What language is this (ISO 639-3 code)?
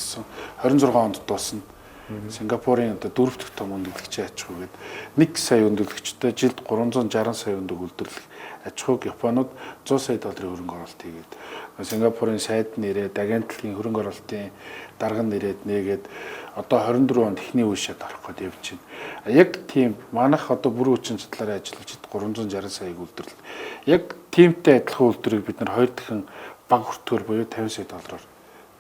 mon